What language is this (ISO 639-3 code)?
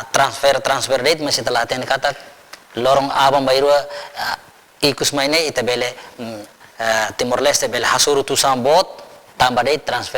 tet